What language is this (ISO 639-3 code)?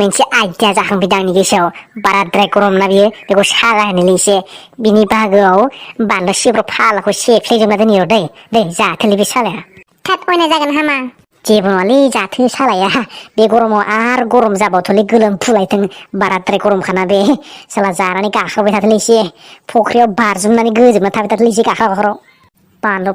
brx